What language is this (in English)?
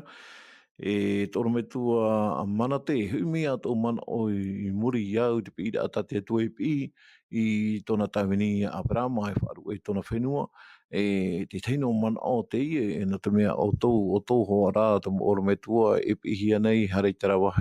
Tahitian